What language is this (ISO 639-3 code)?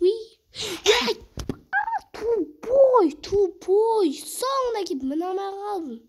kaz